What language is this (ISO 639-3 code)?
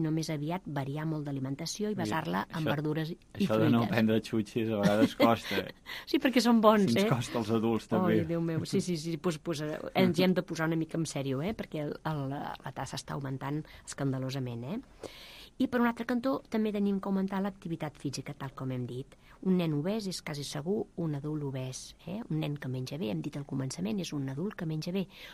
cat